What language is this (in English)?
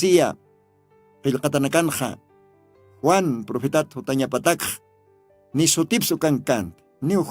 Aymara